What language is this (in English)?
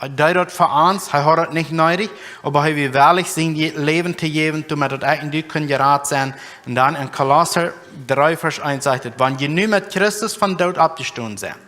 Plautdietsch